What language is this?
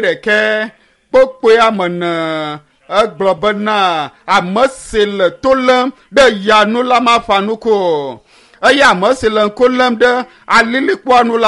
Ewe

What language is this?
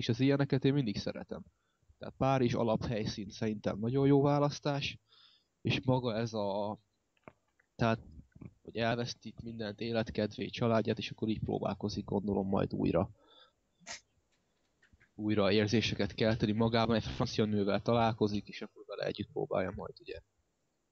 Hungarian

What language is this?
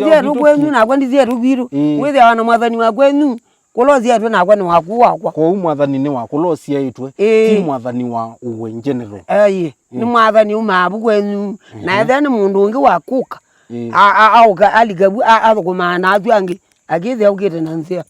Kamba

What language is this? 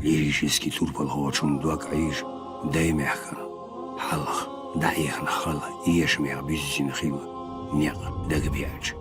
Chechen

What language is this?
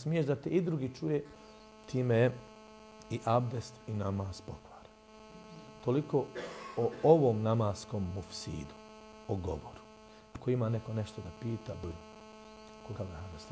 Bosnian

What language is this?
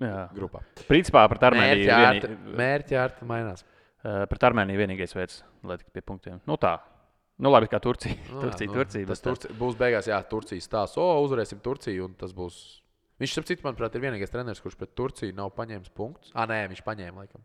Latvian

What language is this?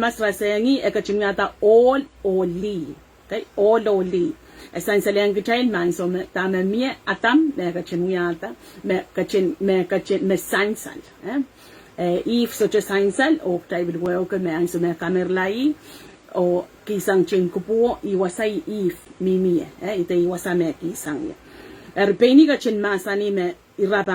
Pohnpeian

